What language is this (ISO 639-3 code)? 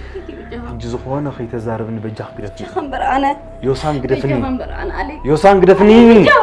tir